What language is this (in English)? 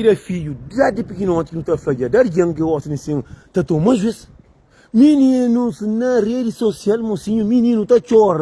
Kabuverdianu